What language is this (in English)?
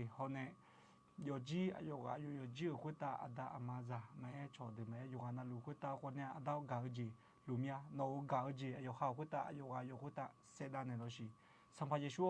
Akha